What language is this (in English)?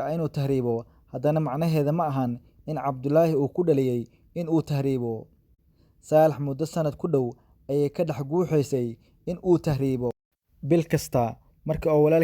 Somali